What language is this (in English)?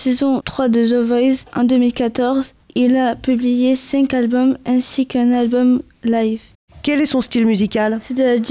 French